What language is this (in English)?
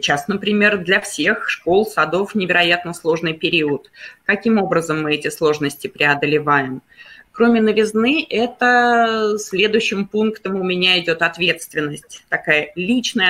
Russian